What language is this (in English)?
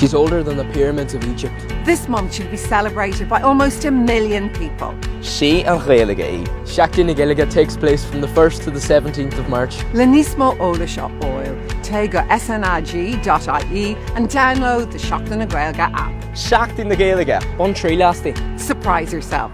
Irish